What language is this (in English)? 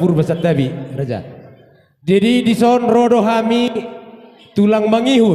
Batak Toba